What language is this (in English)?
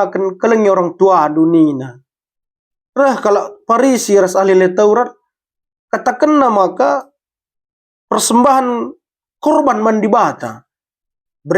Batak Karo